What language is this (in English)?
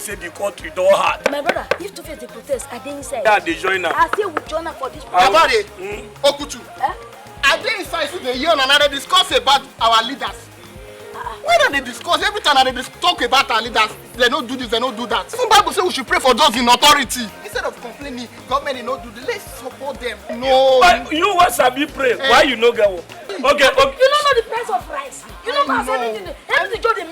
Nigerian Pidgin